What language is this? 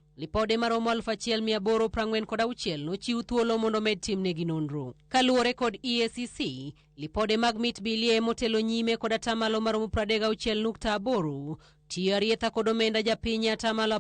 Luo (Kenya and Tanzania)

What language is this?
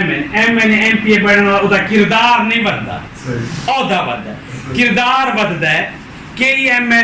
Saraiki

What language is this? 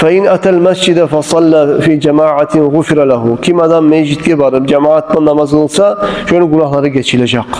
Kumyk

